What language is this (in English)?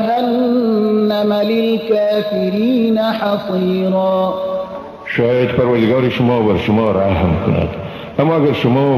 Persian